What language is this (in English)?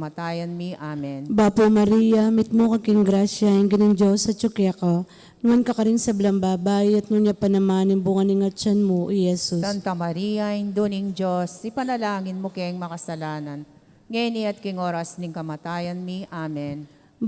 Pampanga